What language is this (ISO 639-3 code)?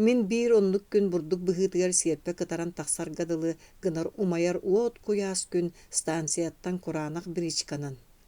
sah